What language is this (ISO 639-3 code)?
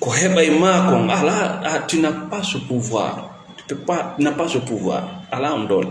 ful